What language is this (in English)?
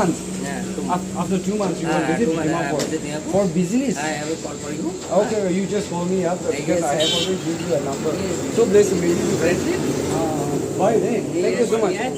Naga Pidgin